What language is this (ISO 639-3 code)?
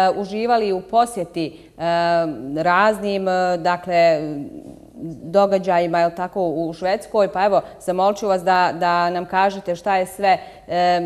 bos